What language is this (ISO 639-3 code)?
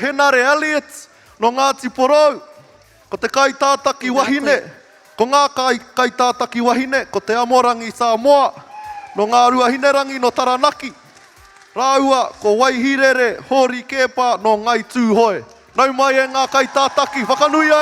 mri